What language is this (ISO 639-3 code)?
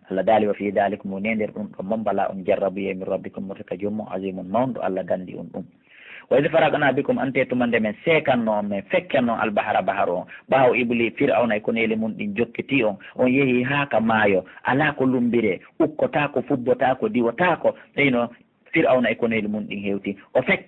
fuf